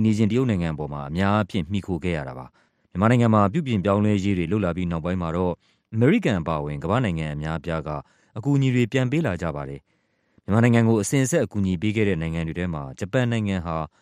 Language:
Burmese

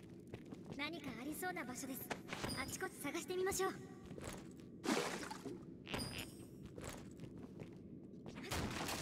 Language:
Japanese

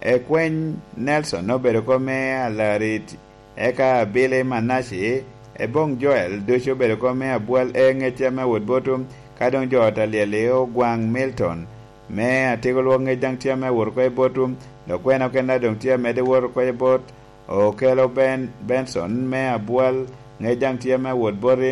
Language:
Lango (Uganda)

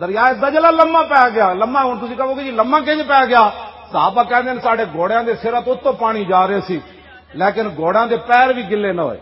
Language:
Western Panjabi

